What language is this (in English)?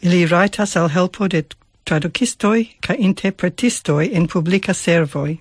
Esperanto